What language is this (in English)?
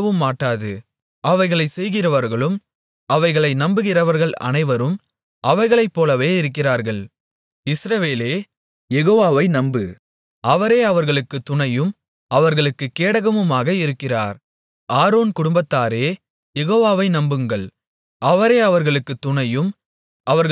Tamil